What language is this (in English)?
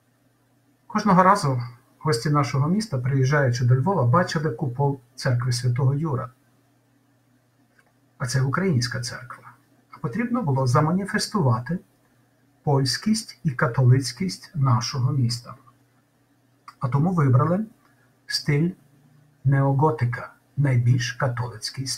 Ukrainian